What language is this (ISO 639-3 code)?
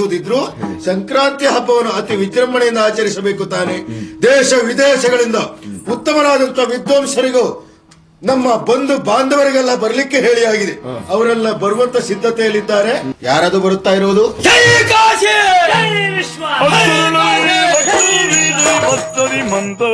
kan